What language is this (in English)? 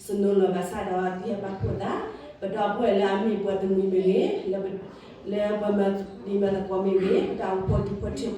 S'gaw Karen